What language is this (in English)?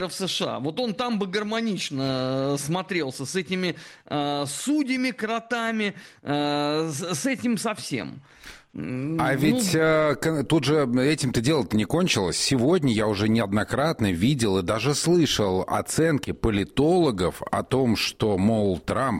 Russian